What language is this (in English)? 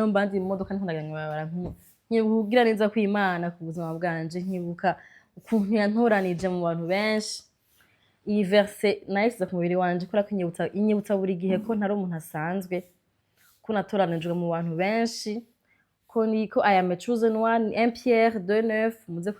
Rundi